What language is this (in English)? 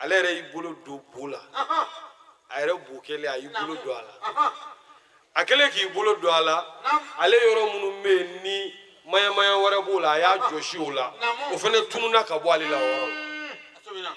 Bambara